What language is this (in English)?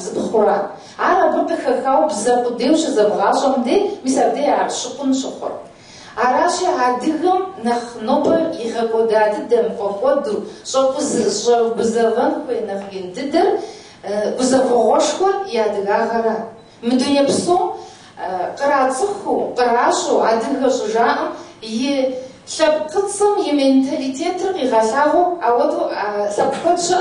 Kabardian